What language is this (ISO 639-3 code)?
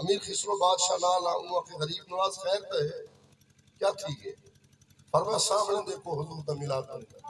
skr